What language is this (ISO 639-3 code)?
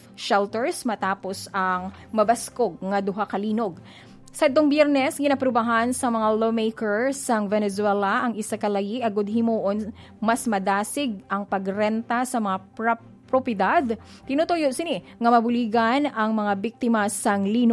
hil